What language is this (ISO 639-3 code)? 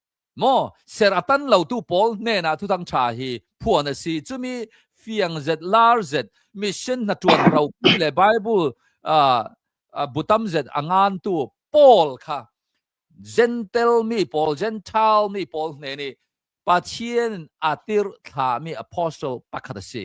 cnh